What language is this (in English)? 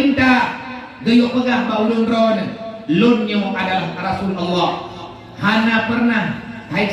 Achinese